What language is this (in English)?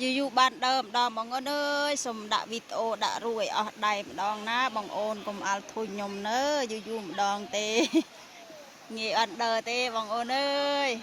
Khmer